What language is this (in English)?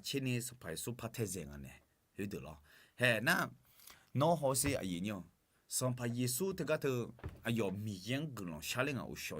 Akha